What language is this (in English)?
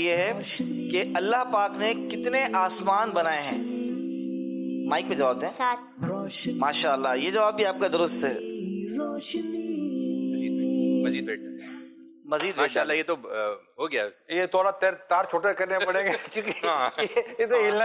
Urdu